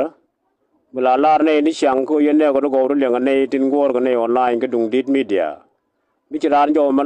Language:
Nuer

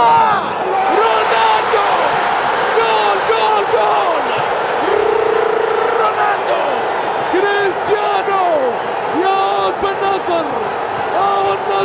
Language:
Arabic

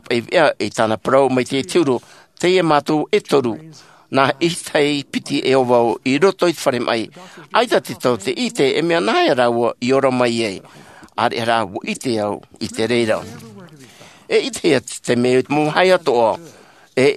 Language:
Tahitian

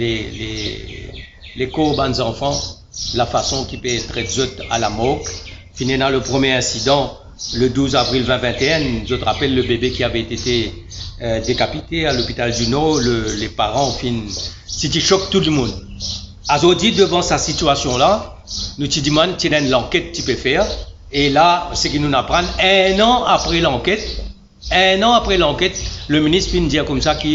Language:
Morisyen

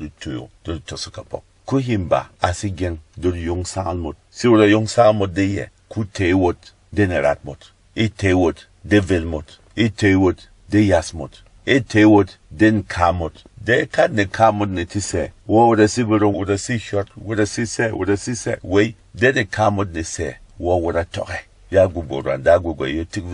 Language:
Berom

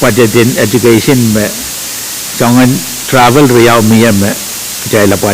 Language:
Pohnpeian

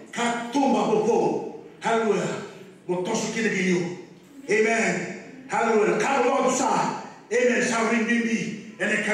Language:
Fijian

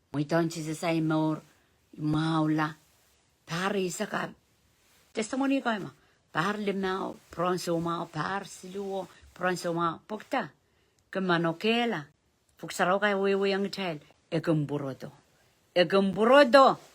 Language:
Pohnpeian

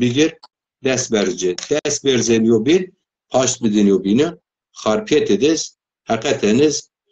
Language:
Zaza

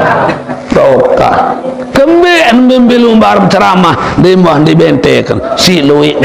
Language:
Sasak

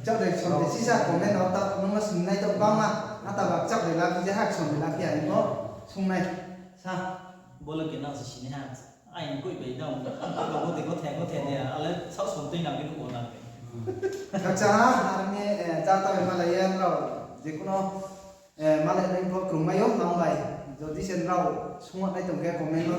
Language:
Riang (India)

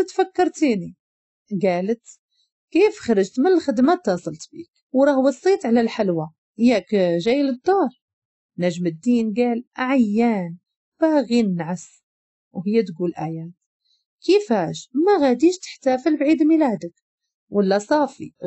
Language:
Moroccan Arabic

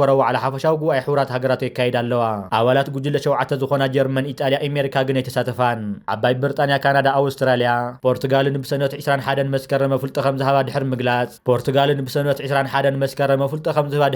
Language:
Tigrinya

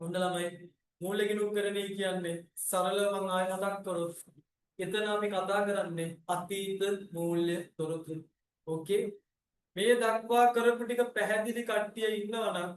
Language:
Sinhala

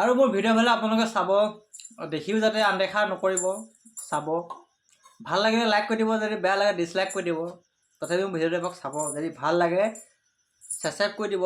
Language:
Assamese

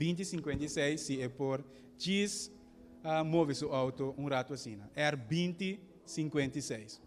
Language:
Papiamento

